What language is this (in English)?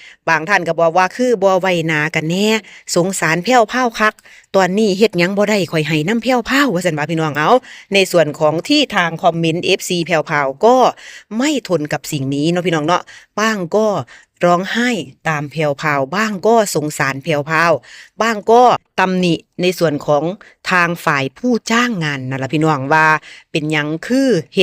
Northeastern Thai